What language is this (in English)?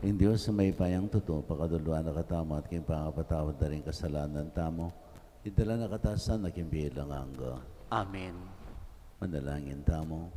Pampanga